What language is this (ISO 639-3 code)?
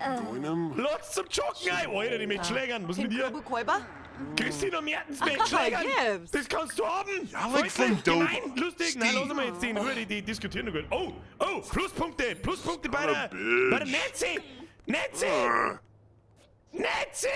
bar